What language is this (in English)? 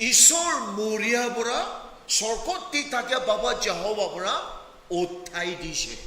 Naga Pidgin